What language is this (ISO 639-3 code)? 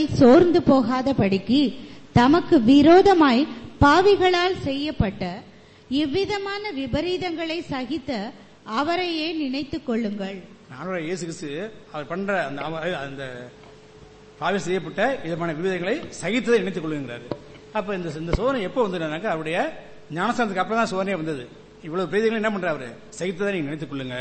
tam